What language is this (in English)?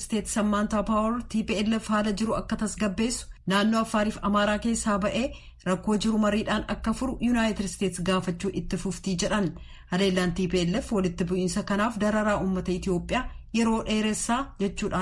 Oromo